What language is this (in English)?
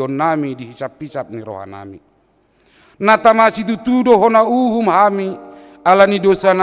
Batak Toba